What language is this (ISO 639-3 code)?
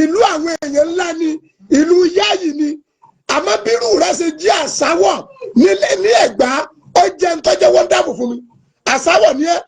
yor